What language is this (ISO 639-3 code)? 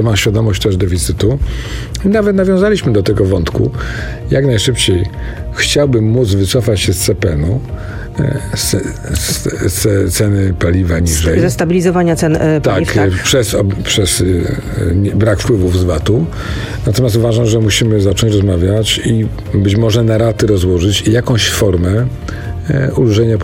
pol